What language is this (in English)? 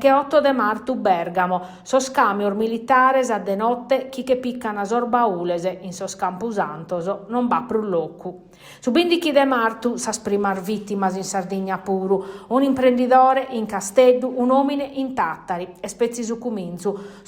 Sardinian